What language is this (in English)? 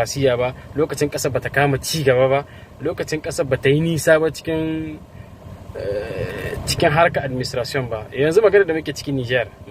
Hausa